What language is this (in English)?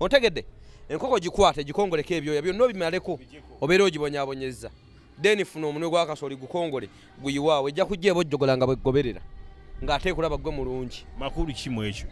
Ganda